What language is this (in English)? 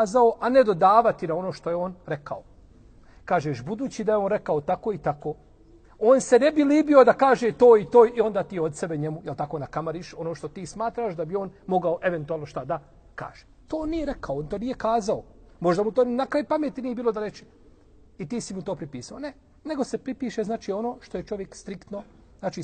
Bosnian